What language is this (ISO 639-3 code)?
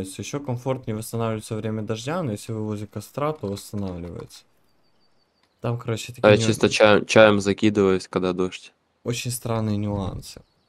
rus